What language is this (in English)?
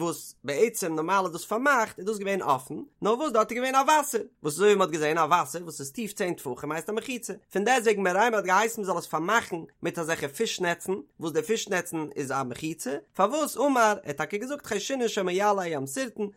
Yiddish